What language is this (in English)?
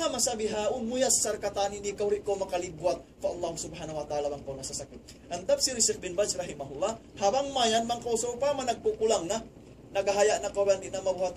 Tausug